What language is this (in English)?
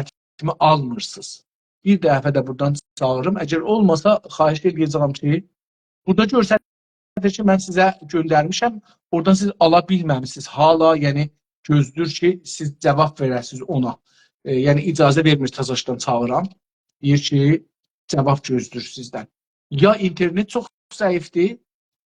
South Azerbaijani